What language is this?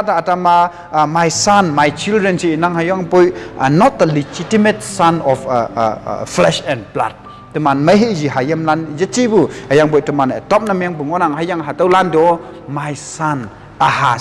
Konyak Naga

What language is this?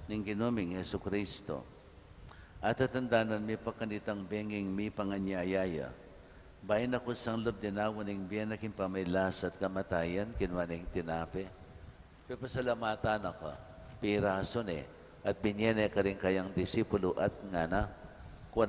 Pampanga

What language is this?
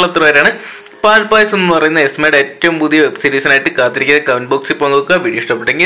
Malayalam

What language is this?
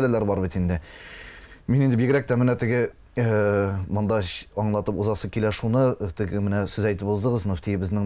Tatar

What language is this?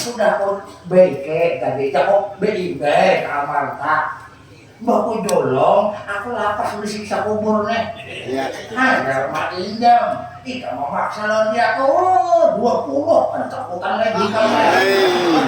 Banjar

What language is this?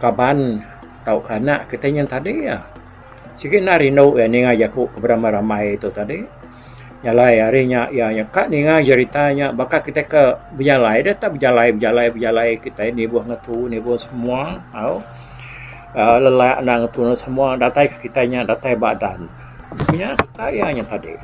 Iban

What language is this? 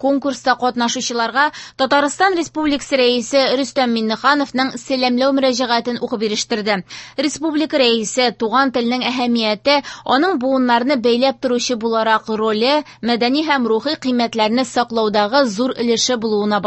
Tatar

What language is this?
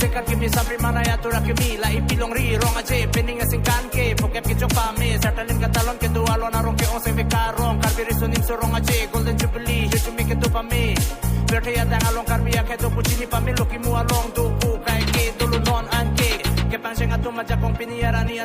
Karbi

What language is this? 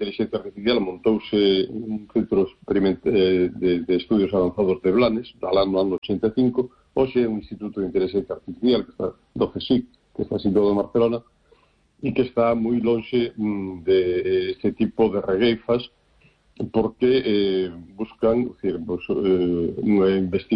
Galician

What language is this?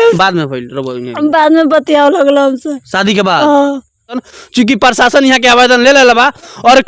Bhojpuri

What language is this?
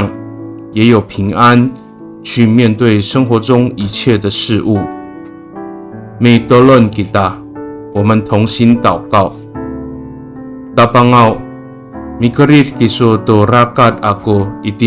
Amis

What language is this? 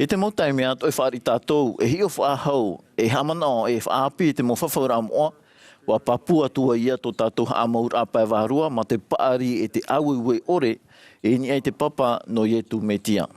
Tahitian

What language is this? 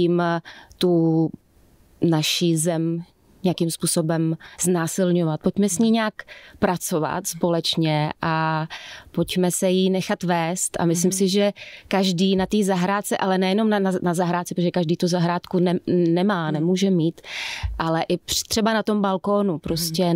Czech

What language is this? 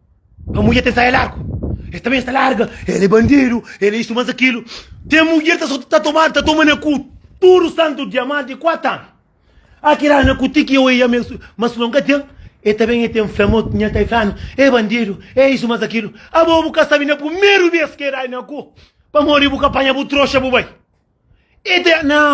Kabuverdianu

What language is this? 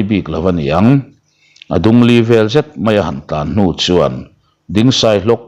Mizo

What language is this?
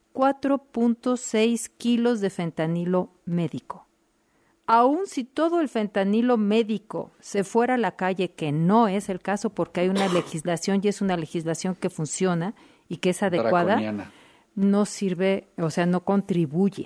Spanish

